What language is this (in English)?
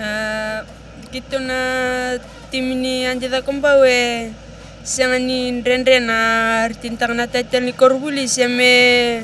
Fijian